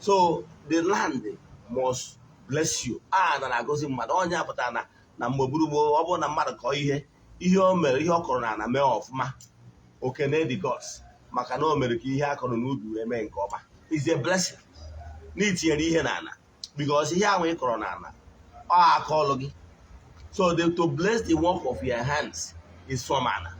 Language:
Igbo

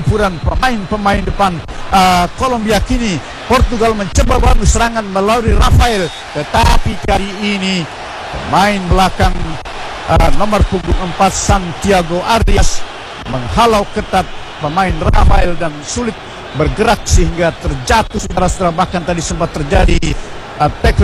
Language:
Indonesian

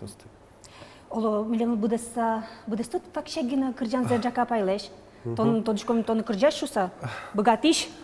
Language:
Udmurt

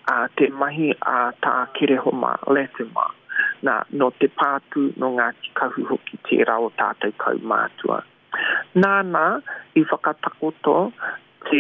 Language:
Māori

